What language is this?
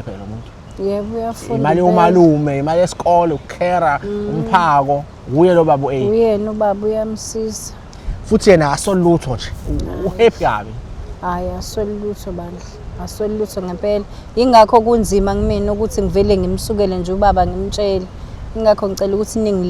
Zulu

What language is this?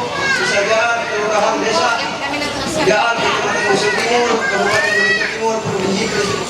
Ma'anyan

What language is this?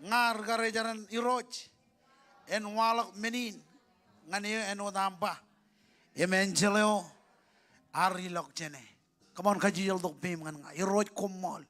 Marshallese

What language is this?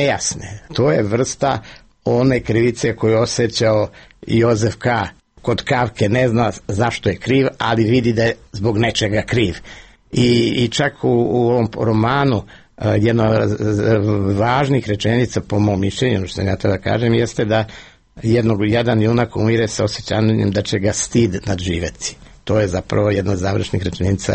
Serbian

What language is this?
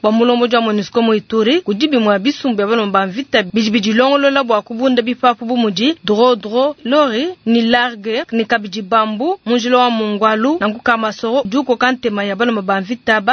Luba-Lulua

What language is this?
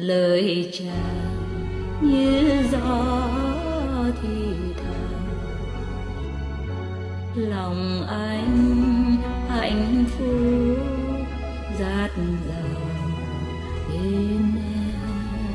Vietnamese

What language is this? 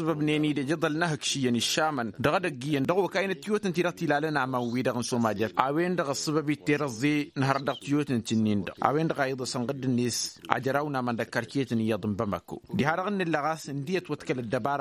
Tamasheq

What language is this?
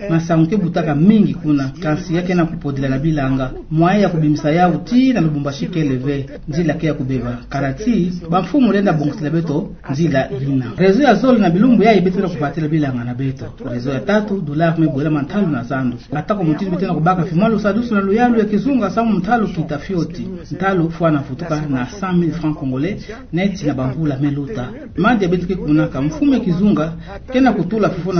Kituba (Democratic Republic of Congo)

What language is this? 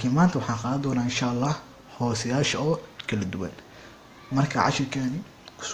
Somali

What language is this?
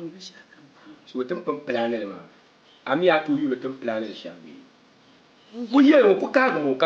Dagbani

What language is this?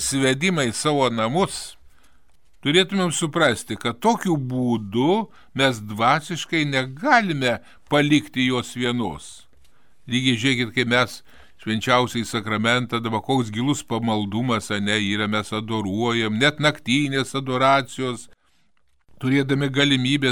Lithuanian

